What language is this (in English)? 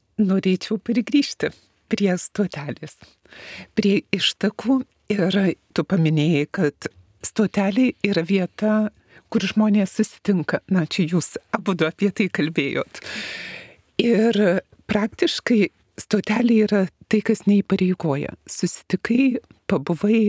Lithuanian